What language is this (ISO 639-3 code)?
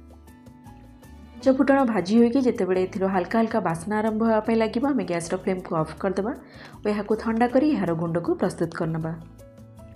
ori